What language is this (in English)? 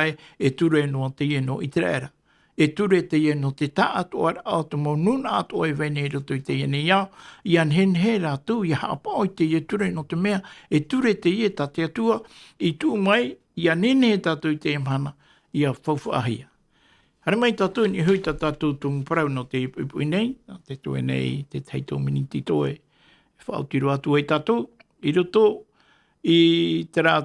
Tahitian